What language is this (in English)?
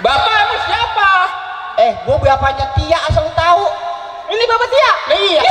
Betawi